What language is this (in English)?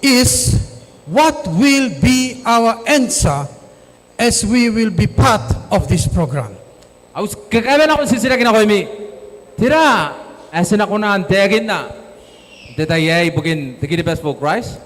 Gilbertese